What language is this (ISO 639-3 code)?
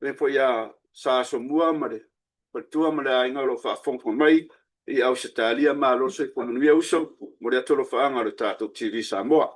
smo